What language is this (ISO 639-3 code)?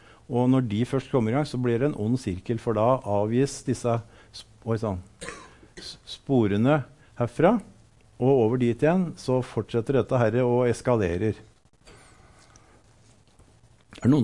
nor